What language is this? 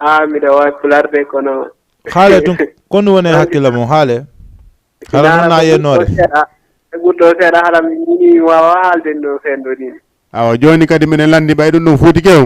Fula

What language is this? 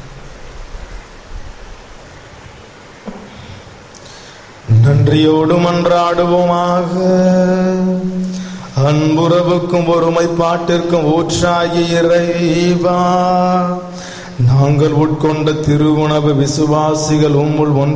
Tamil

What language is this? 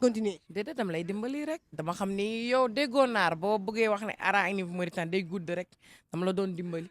Wolof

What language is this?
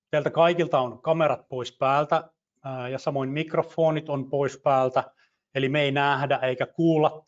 Finnish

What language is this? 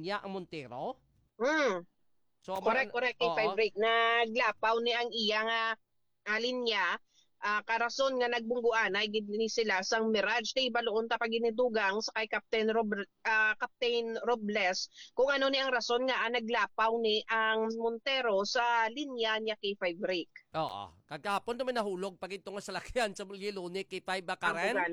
Hiligaynon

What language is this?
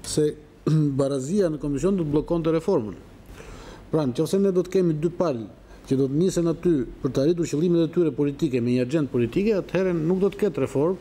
Albanian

